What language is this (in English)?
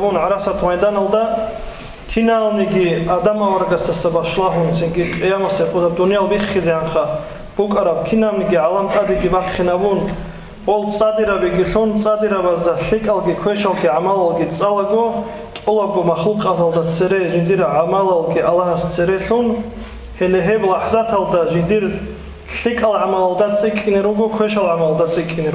Avaric